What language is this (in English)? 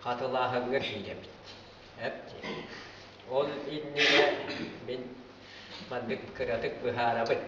Yakut